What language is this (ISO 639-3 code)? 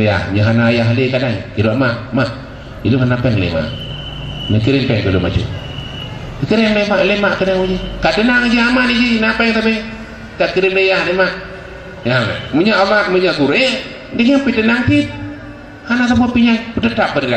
ace